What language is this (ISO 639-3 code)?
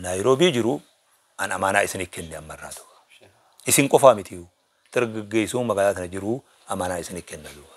orm